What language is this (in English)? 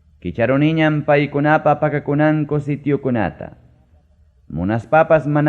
Ayacucho Quechua